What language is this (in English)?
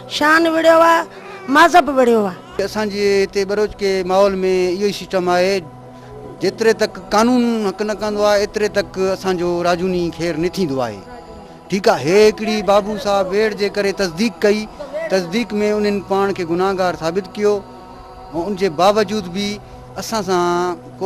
Sindhi